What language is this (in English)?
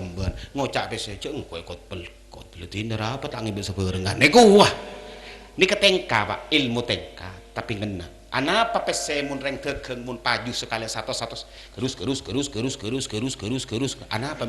Madurese